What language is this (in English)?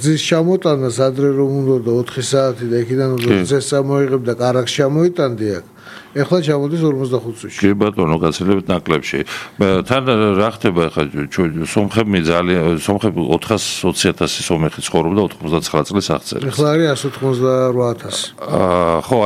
Georgian